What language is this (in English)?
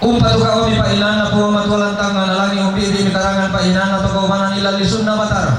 Toraja-Sa'dan